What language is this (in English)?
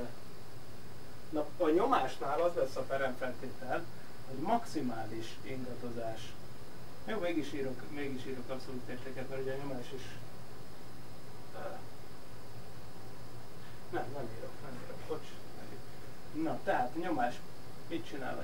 Hungarian